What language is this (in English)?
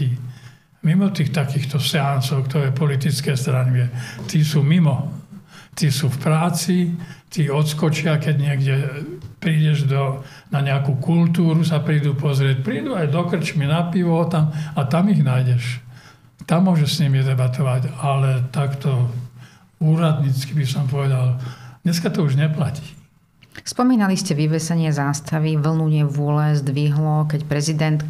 Slovak